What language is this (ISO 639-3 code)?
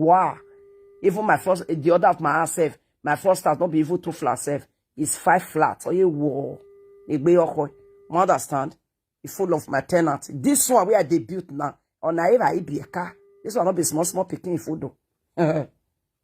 pcm